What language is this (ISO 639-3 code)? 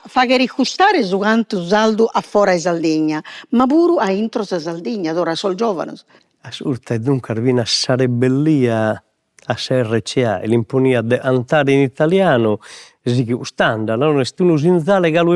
srd